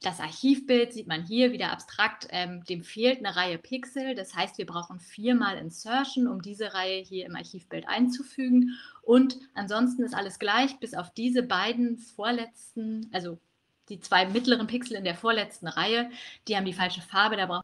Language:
German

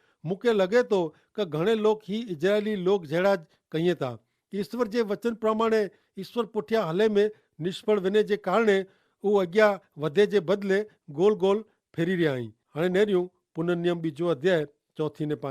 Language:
Kachhi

